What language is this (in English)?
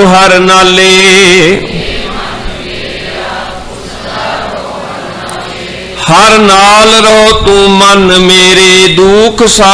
Punjabi